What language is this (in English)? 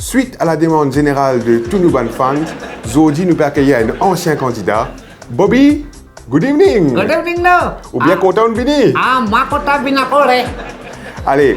Morisyen